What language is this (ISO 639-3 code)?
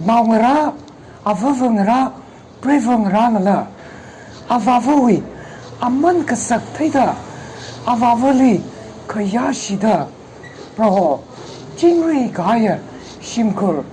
nmf